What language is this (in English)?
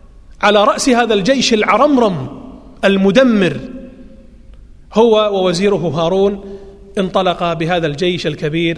Arabic